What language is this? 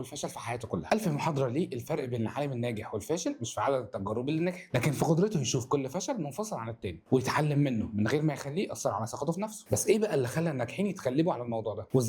Egyptian Arabic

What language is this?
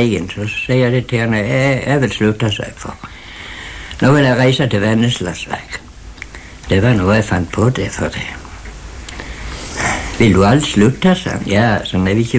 Norwegian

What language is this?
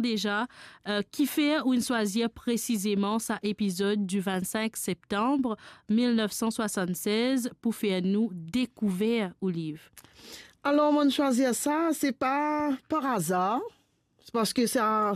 Morisyen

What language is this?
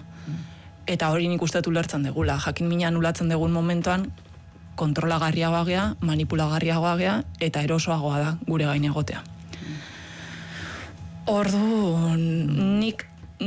Basque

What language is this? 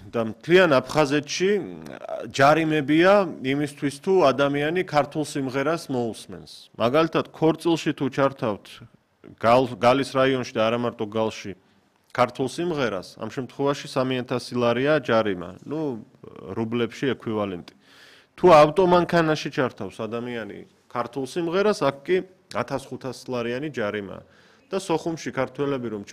Georgian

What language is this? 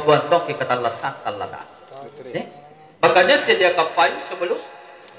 Makasar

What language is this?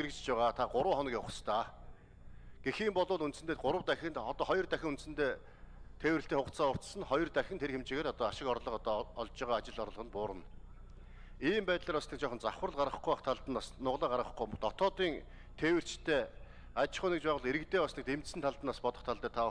Mongolian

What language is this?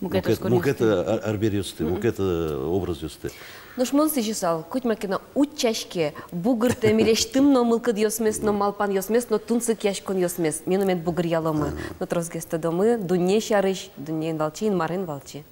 Udmurt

